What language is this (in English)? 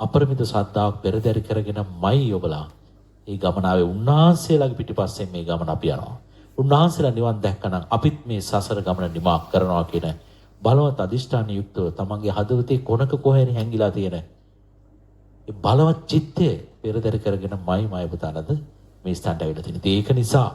Sinhala